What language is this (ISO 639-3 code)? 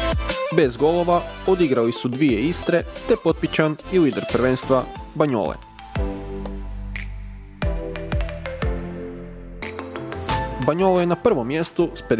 hrv